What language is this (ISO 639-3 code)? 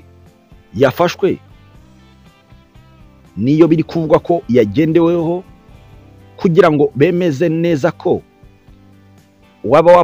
kin